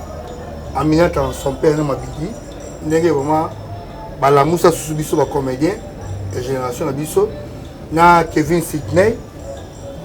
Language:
Lingala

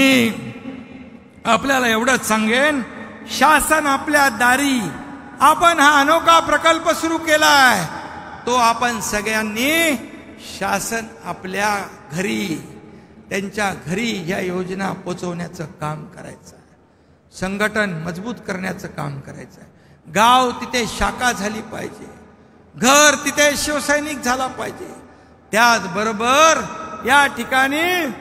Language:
Marathi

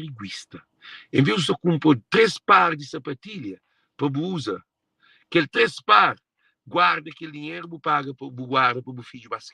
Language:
Kabuverdianu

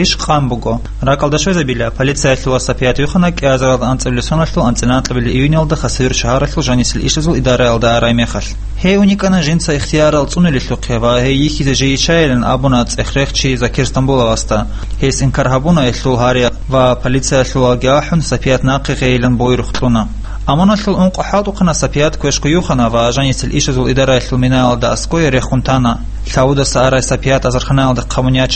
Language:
Avaric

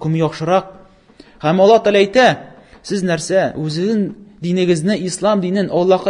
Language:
Tatar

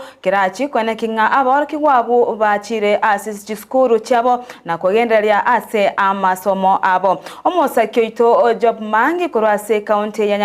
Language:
Gusii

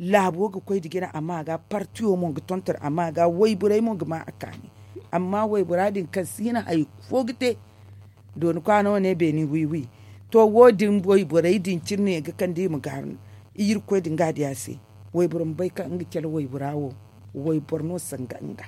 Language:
Zarma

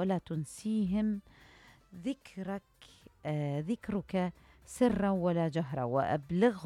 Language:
Mesopotamian Arabic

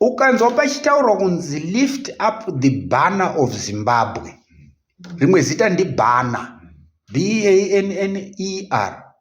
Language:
Shona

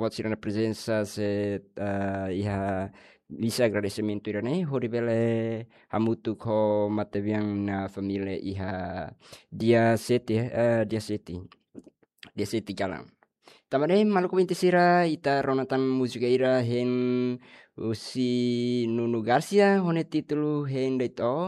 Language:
Tetum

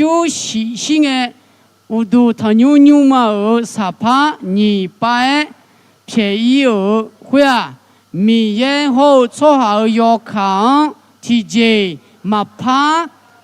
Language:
Akha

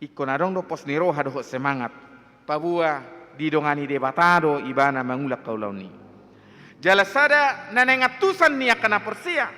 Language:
Batak Toba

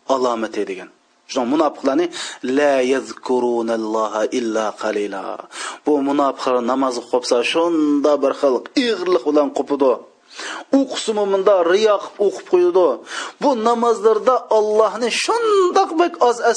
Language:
Uyghur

